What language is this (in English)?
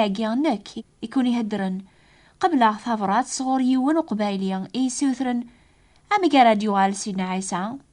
Kabyle